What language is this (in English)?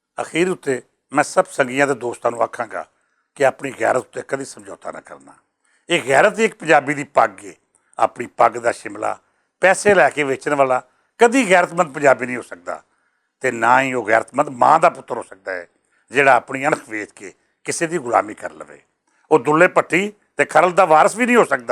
Western Panjabi